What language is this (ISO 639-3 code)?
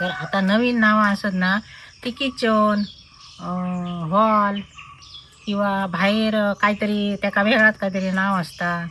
kok